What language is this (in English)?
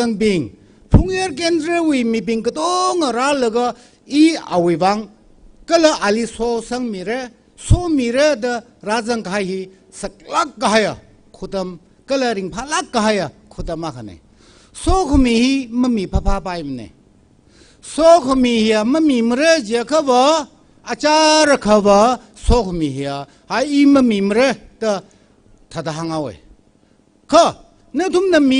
Tangkhul Naga (India)